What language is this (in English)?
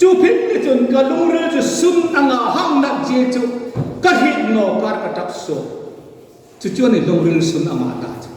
Hmar